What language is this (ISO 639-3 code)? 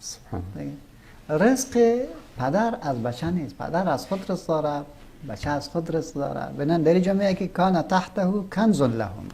fas